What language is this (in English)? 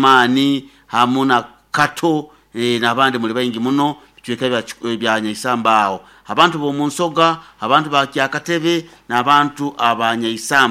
Nyoro